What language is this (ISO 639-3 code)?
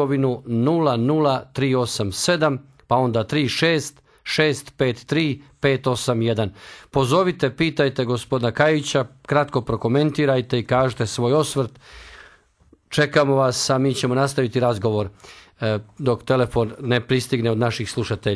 hrv